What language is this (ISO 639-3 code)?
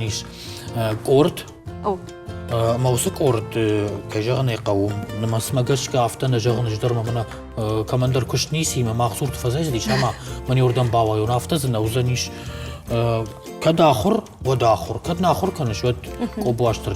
oss